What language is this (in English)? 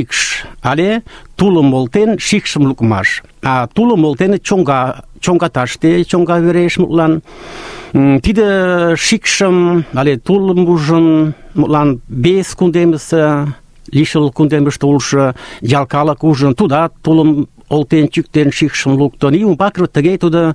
Mari